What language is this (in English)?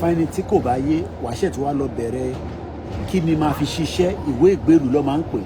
Yoruba